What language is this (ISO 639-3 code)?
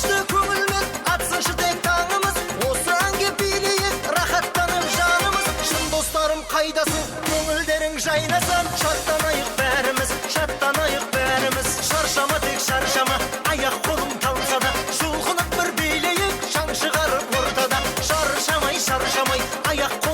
kaa